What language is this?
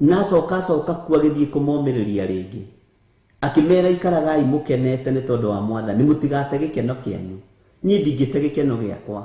Kikuyu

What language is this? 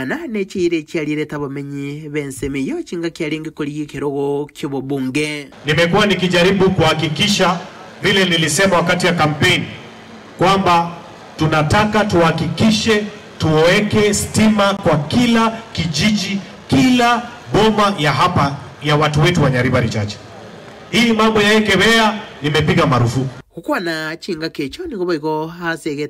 Gusii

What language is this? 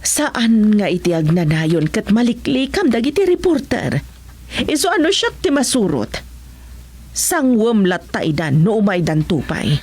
Iloko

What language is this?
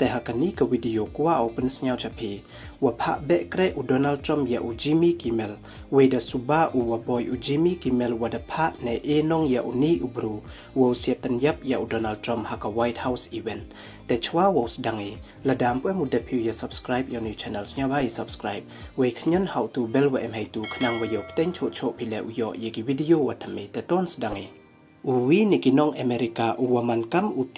Pnar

